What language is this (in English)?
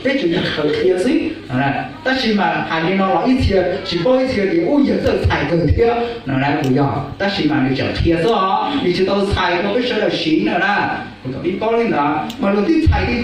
Hmong